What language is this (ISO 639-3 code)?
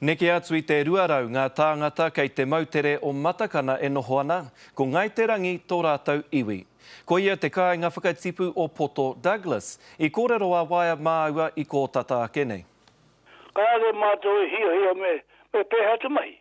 mri